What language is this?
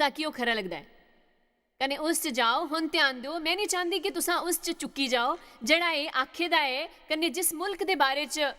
Dogri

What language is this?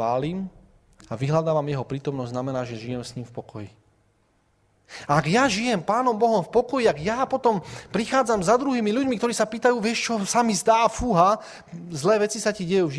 Slovak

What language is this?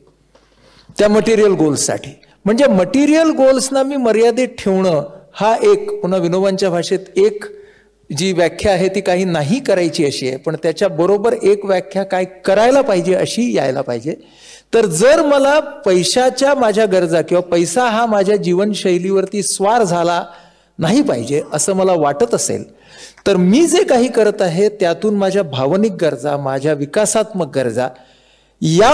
Marathi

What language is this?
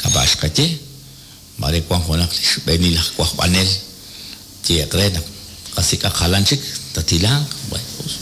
Kekchí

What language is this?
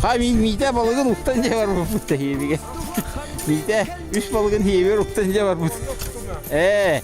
Yakut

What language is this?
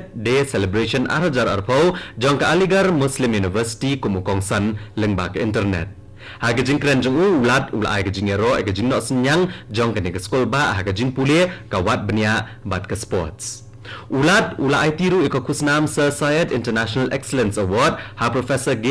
Khasi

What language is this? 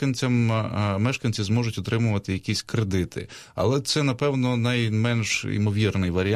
Ukrainian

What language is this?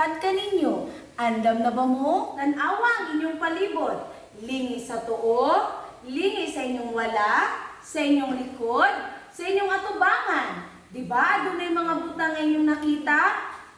Cebuano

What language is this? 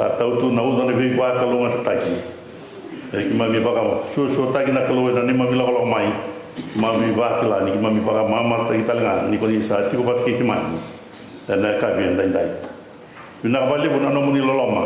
Fijian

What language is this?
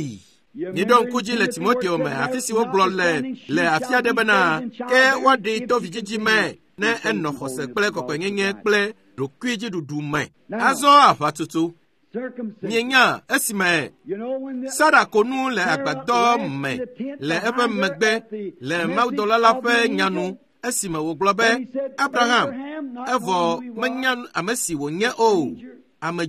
Ewe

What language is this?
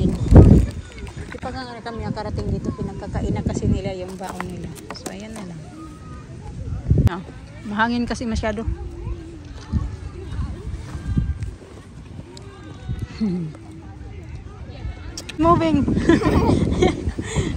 Filipino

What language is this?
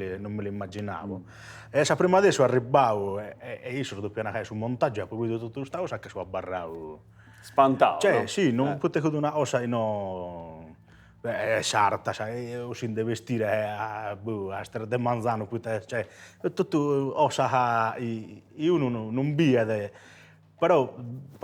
Sardinian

